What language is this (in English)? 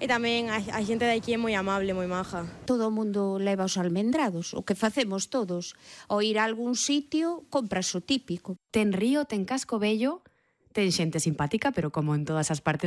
Galician